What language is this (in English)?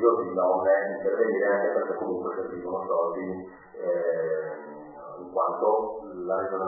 Italian